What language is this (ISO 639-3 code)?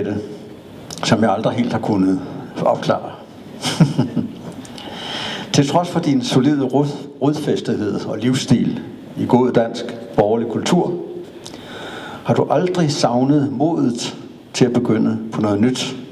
dan